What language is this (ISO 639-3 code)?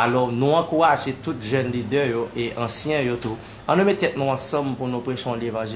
hat